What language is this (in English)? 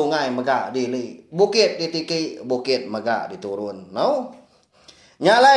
Iban